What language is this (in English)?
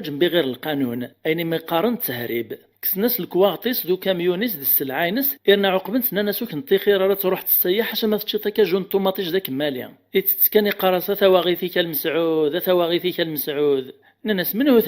Kabyle